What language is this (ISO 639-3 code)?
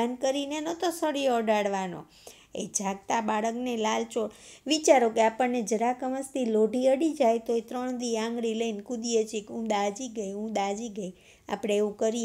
guj